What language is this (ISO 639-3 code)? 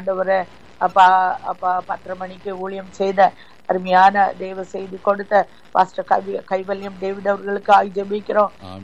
tam